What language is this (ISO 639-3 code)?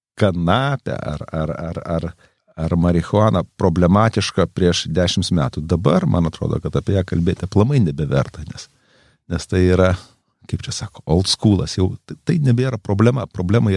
lit